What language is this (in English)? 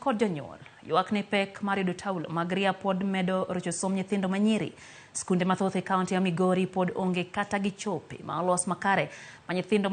Luo (Kenya and Tanzania)